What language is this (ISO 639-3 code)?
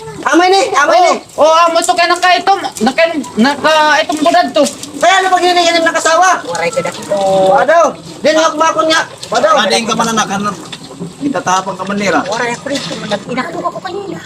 war